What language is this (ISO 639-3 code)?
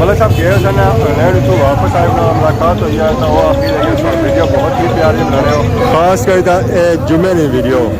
phr